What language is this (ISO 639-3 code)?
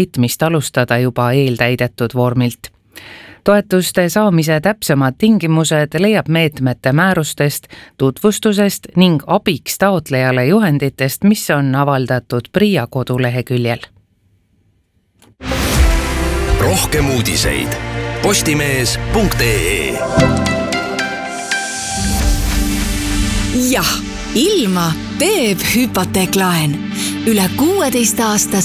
est